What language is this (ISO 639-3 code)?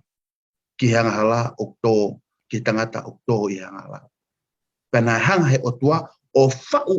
ton